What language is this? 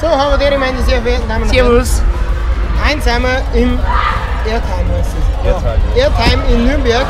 Bavarian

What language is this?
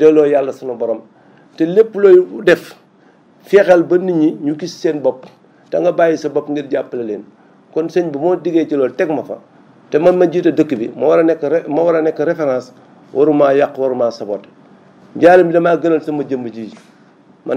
Wolof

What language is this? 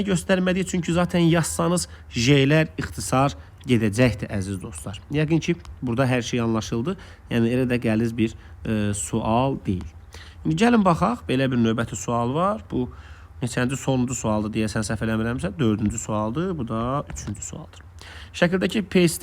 Azerbaijani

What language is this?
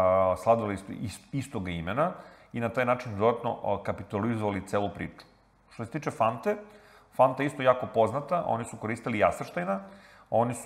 Serbian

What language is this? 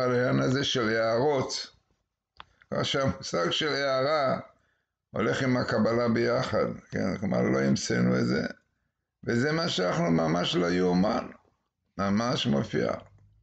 Hebrew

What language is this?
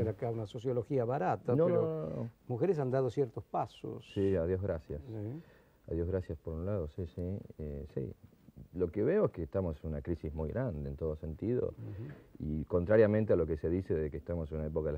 Spanish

